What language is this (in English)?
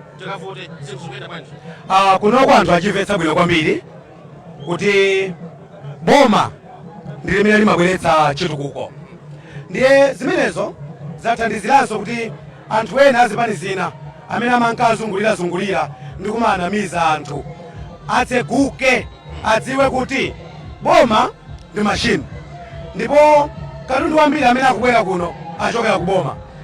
Nyanja